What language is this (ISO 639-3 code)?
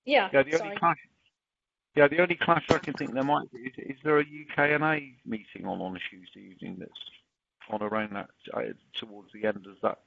eng